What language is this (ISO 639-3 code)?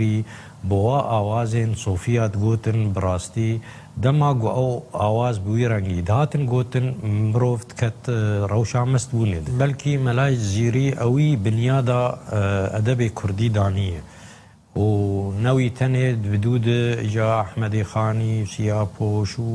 kur